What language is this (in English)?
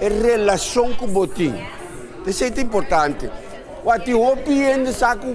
Papiamento